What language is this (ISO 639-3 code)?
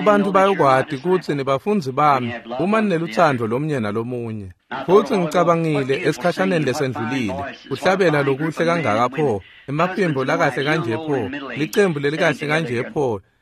ssw